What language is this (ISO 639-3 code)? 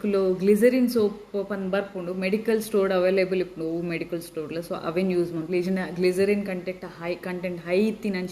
tcy